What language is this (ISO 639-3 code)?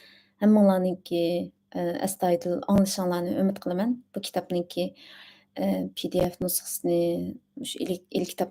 uig